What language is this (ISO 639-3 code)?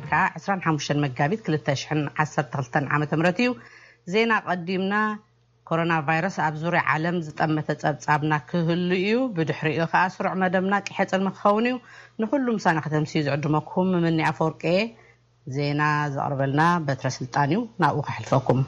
tir